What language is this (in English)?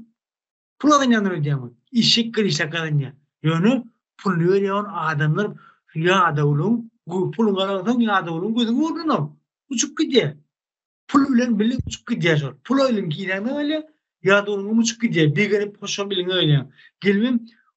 Turkmen